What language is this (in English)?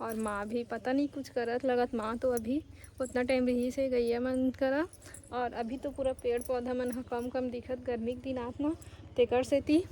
Chhattisgarhi